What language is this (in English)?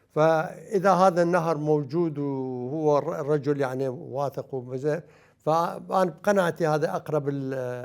Mesopotamian Arabic